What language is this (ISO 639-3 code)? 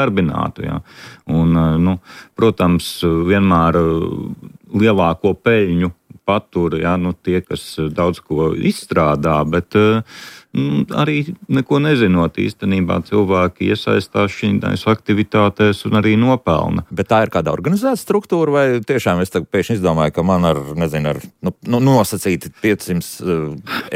lav